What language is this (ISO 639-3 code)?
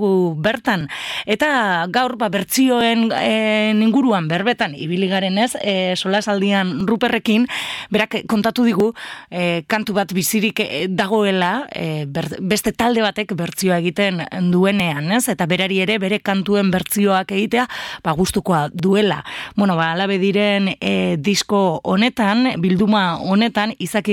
eus